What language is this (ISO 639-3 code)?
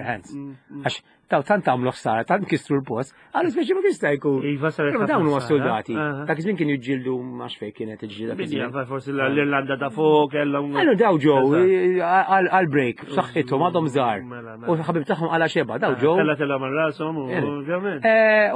mlt